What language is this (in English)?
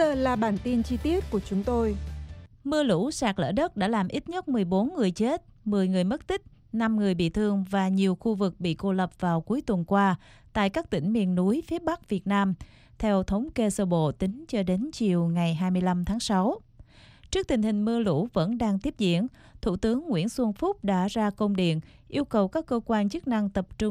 Vietnamese